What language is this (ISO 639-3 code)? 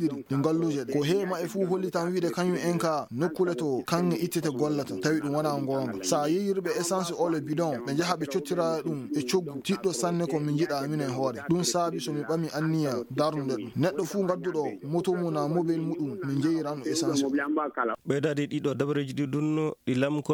ffm